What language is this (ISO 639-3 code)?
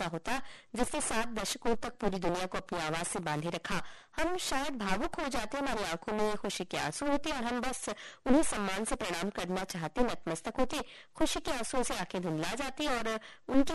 hin